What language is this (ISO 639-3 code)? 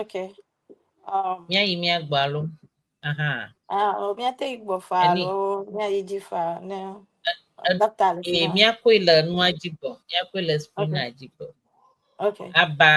ewe